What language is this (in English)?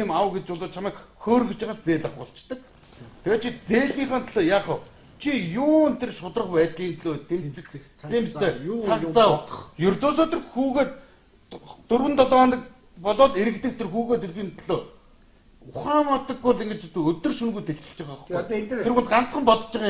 Mongolian